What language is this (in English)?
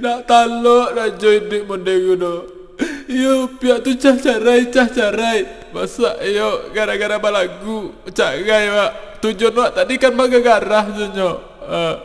Minangkabau